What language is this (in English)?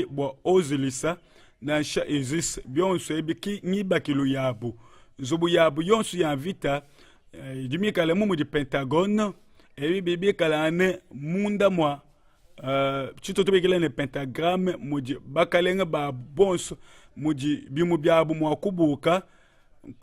Luba-Lulua